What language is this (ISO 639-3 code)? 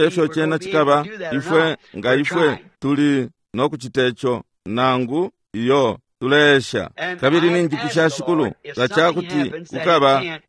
bem